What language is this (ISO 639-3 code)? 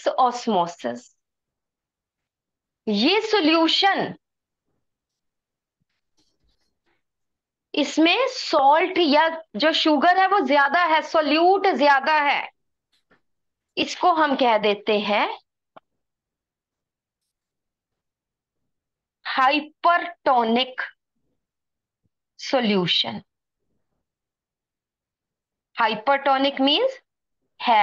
hin